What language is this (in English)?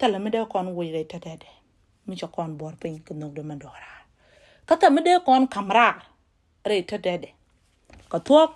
Nuer